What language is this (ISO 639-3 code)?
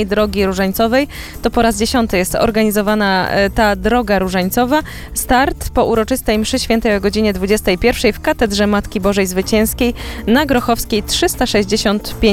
pol